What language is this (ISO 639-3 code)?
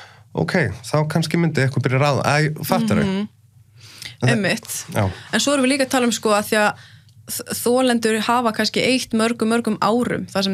isl